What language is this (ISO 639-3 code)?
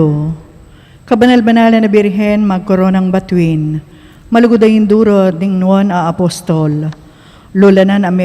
pam